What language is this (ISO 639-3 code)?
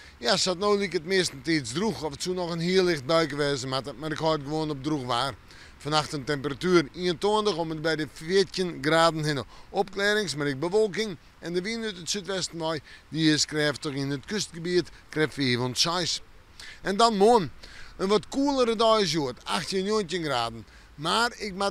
fry